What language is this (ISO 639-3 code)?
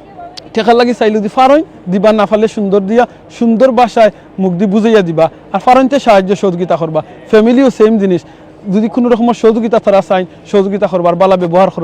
syl